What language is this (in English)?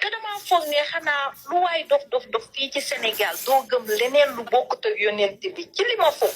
Wolof